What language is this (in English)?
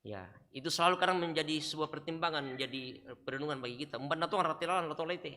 Toraja-Sa'dan